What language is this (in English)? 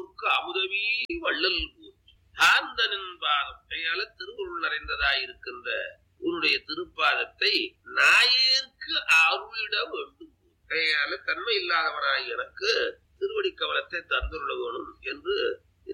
Tamil